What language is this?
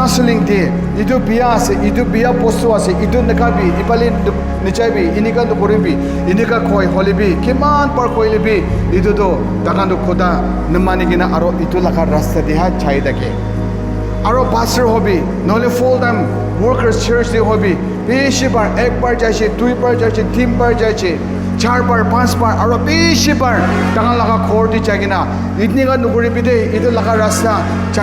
Naga Pidgin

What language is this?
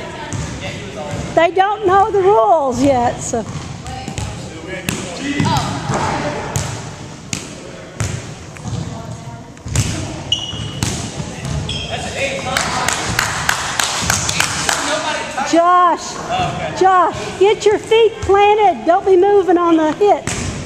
English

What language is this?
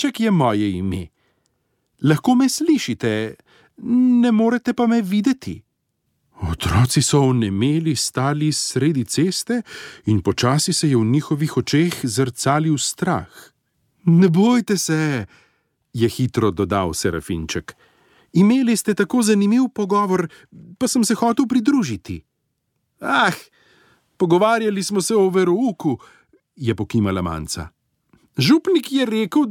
Slovenian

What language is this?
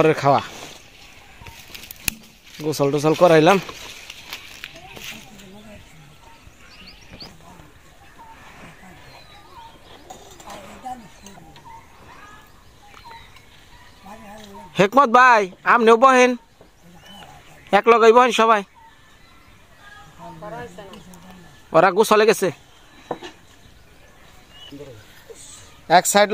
Bangla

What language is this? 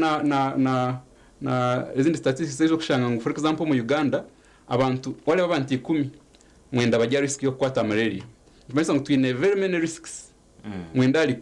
Nyankole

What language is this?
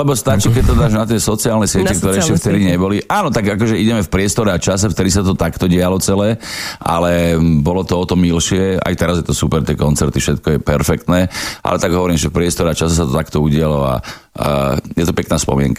Slovak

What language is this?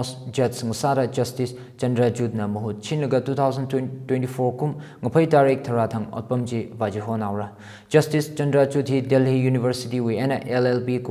Tangkhul Naga (India)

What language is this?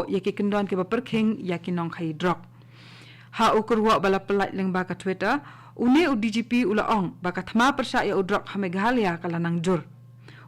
Khasi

